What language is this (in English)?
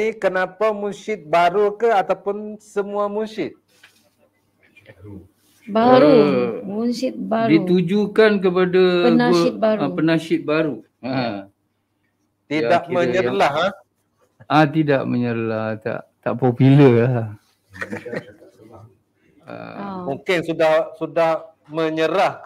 Malay